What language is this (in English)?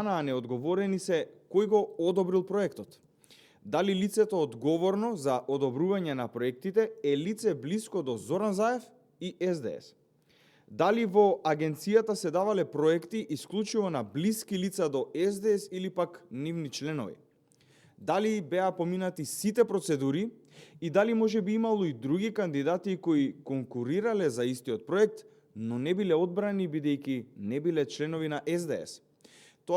Macedonian